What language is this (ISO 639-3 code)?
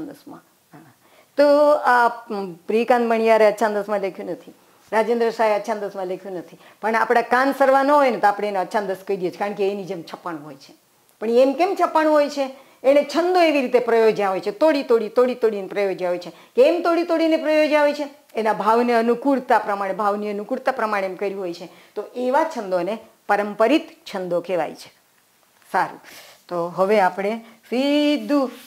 guj